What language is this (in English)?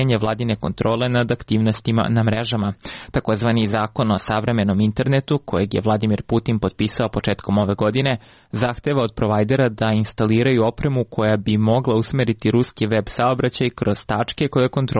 Serbian